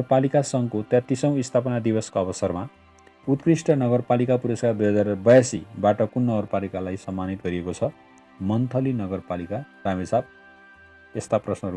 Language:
Nepali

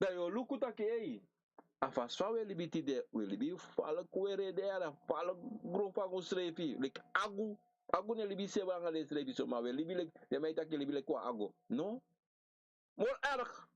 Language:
Sranan Tongo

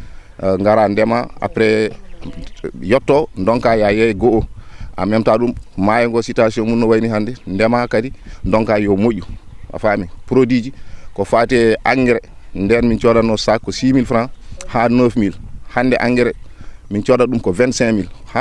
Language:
Fula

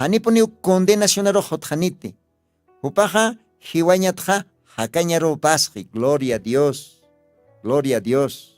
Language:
Aymara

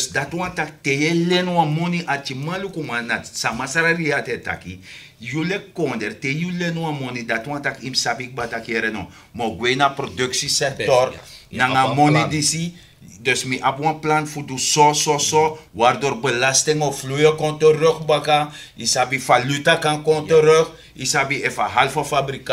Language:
Sranan Tongo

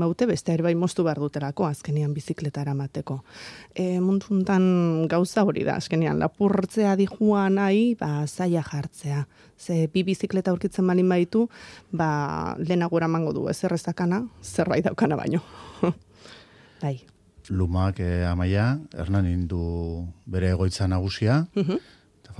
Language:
Basque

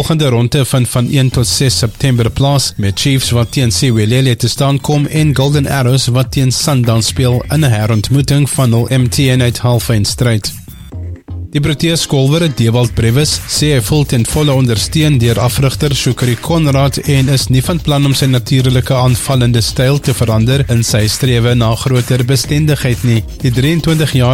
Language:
Afrikaans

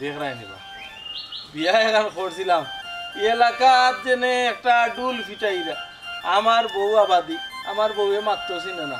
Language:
Sylheti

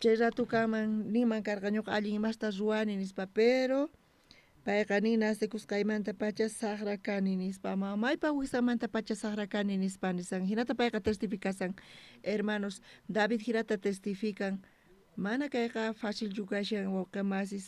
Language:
South Bolivian Quechua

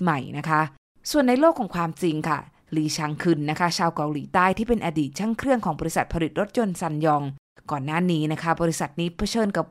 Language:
Thai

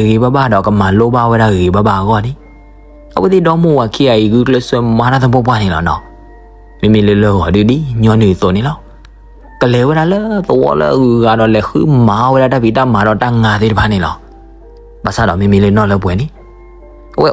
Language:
S'gaw Karen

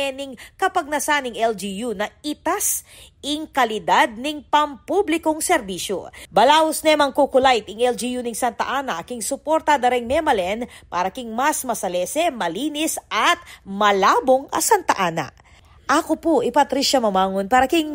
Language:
Pampanga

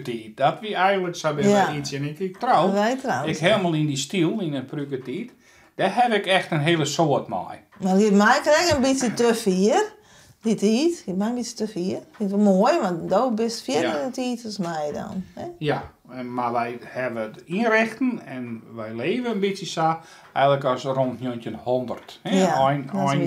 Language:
Western Frisian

